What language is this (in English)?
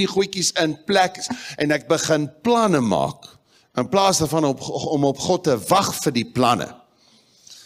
Afrikaans